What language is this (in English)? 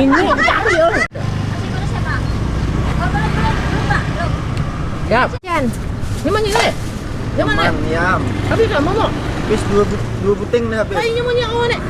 Banjar